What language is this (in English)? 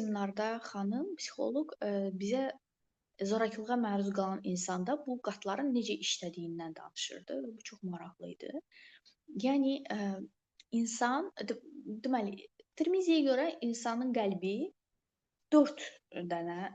Azerbaijani